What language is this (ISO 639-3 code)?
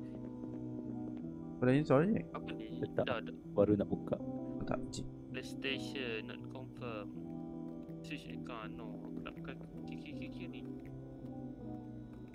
msa